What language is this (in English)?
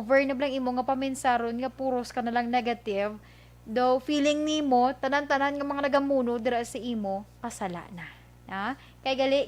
Hiligaynon